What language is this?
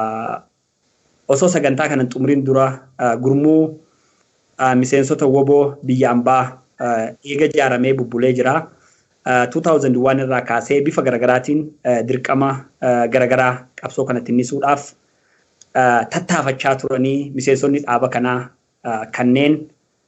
Oromo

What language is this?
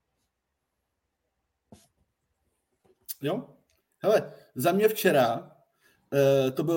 Czech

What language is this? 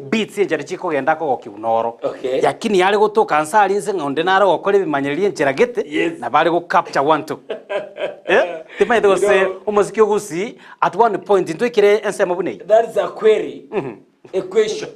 Gusii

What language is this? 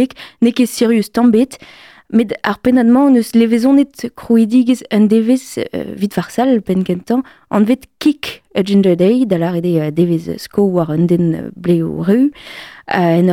Breton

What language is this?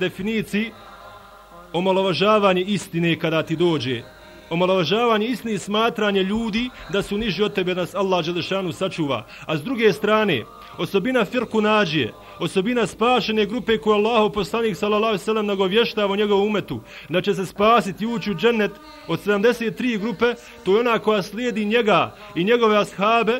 Bosnian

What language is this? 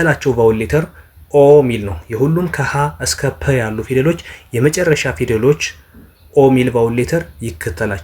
Amharic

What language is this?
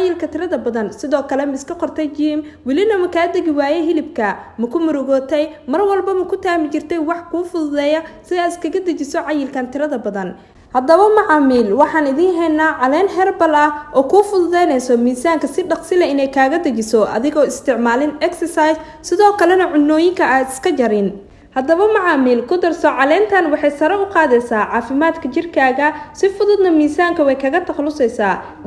Somali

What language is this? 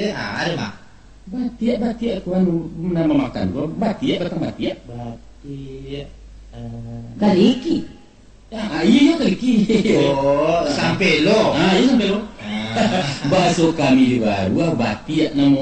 Minangkabau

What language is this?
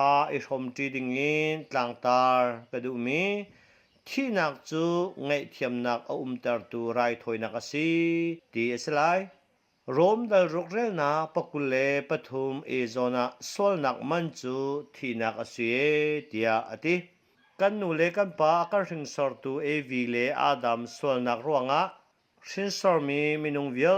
Hakha Chin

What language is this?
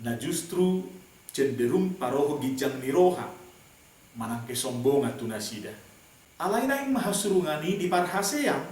Batak Toba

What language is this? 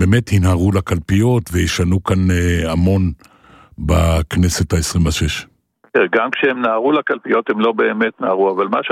Hebrew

